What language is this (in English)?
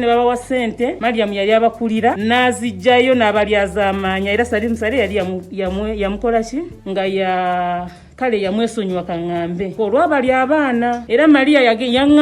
Ganda